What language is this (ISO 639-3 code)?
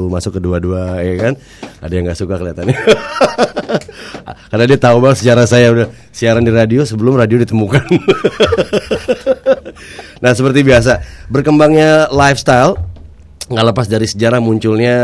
ind